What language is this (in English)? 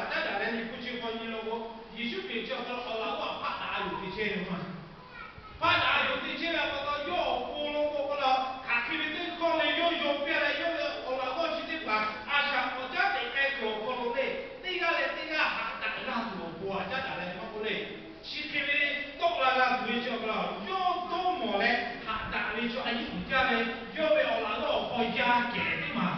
Lahu